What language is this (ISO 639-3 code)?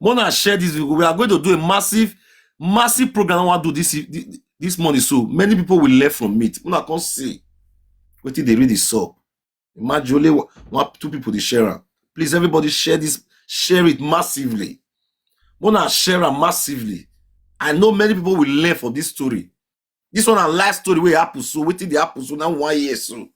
pcm